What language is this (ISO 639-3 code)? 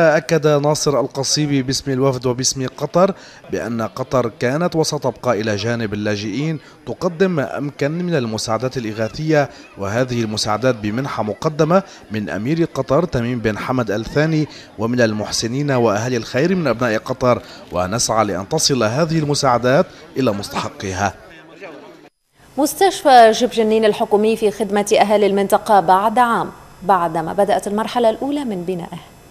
ara